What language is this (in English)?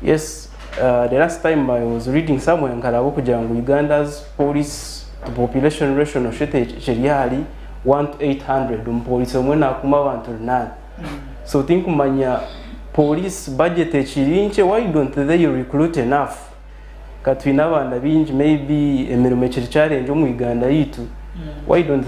Nyankole